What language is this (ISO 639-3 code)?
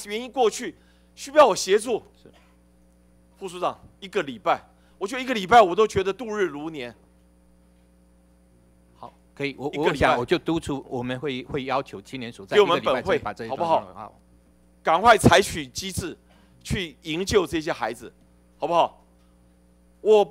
zho